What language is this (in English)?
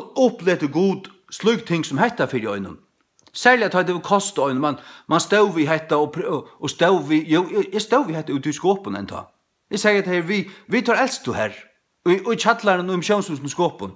Faroese